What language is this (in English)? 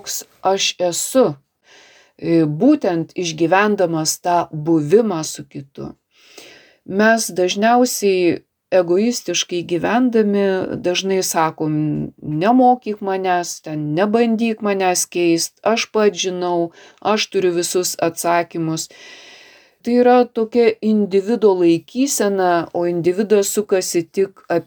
Lithuanian